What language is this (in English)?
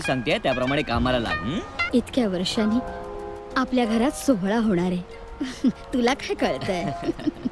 Marathi